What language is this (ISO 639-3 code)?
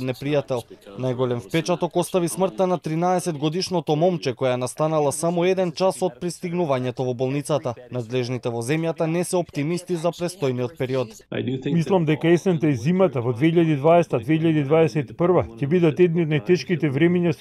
mkd